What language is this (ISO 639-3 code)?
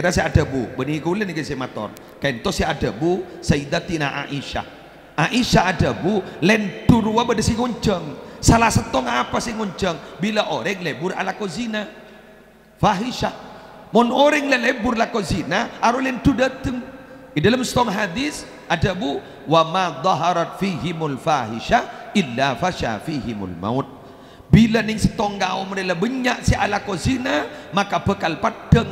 mad